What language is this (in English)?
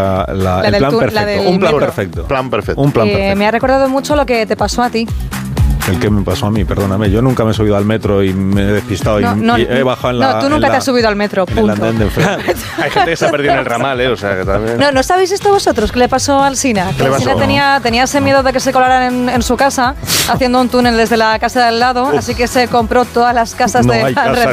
Spanish